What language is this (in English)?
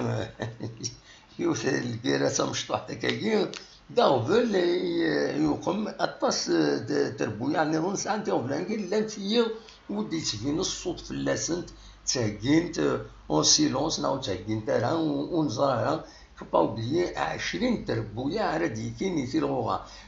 Kabyle